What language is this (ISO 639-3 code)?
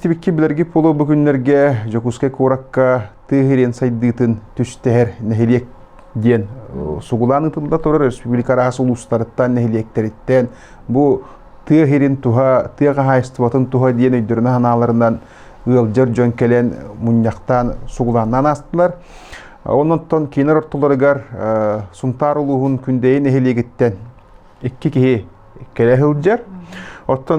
sah